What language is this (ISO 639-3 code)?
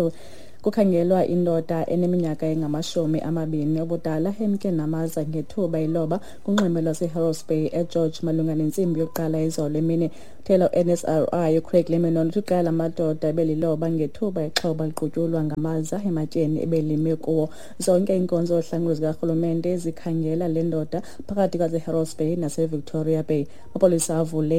xho